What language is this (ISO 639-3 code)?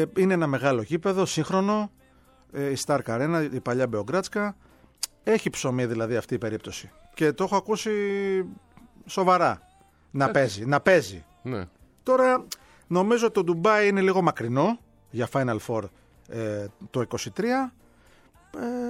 ell